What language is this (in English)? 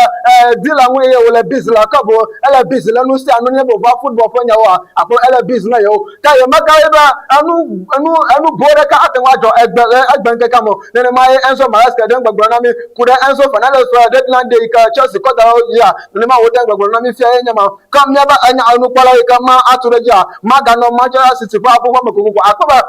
Ewe